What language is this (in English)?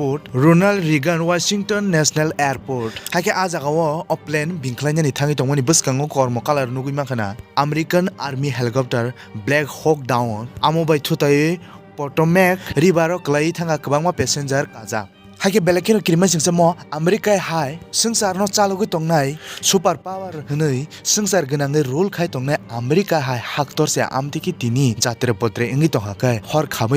Kok Borok